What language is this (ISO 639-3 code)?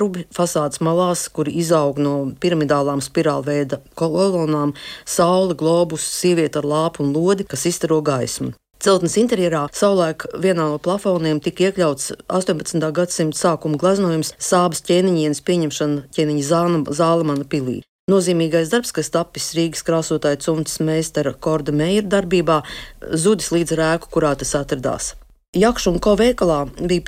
lav